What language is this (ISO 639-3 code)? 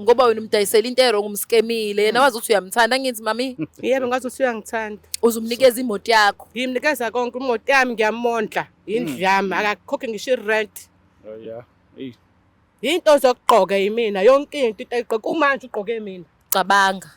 zul